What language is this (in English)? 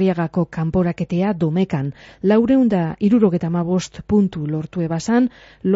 Basque